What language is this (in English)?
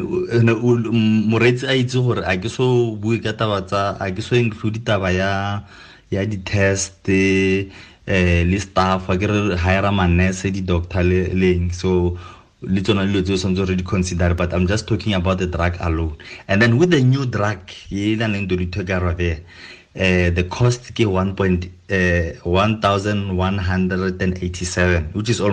Tswana